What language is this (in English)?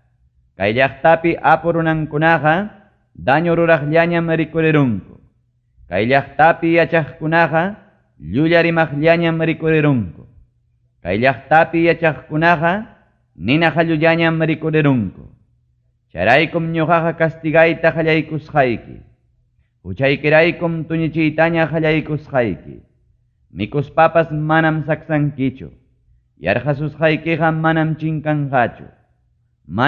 Ayacucho Quechua